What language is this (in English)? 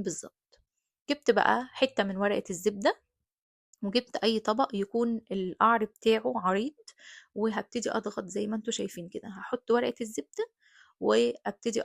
Egyptian Arabic